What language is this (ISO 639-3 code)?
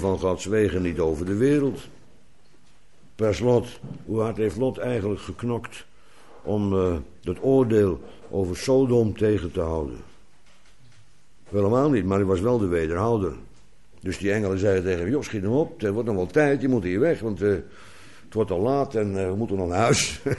nld